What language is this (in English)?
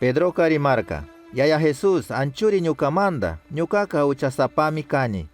Chimborazo Highland Quichua